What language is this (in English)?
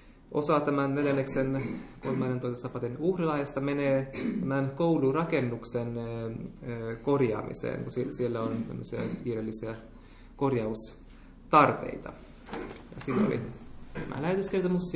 Finnish